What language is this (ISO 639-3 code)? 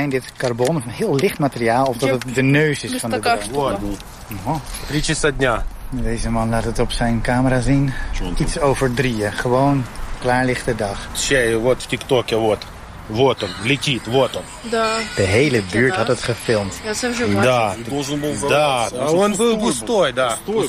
nld